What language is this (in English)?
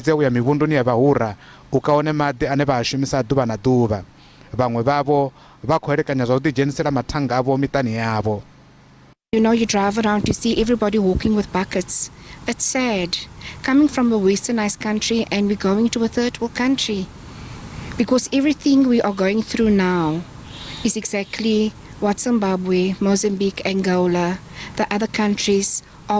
Venda